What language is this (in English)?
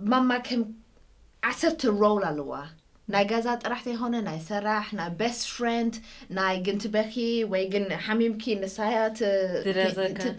Tigrinya